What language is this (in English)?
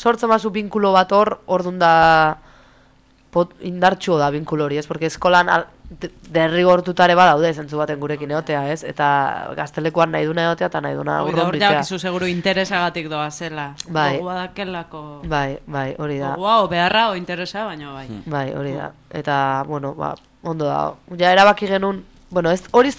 Basque